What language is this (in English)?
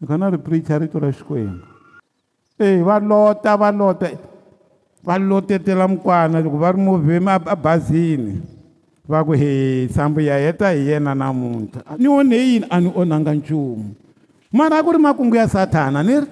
Tsonga